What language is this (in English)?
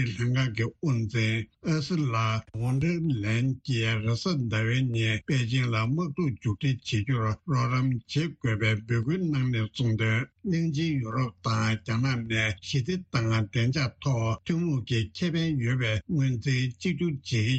Tibetan